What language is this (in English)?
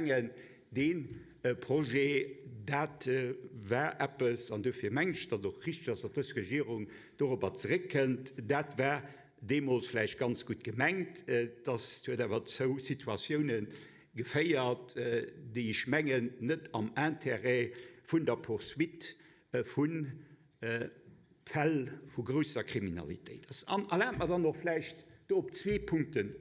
Luxembourgish